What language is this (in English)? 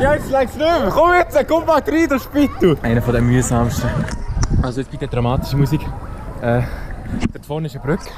Swiss German